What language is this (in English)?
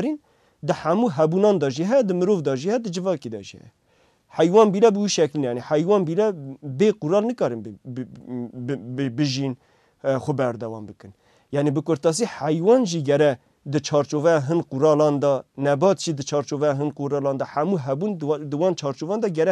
Kurdish